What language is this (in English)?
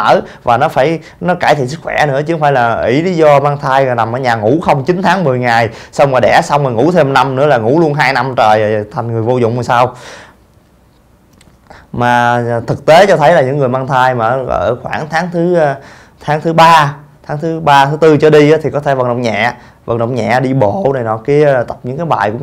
Vietnamese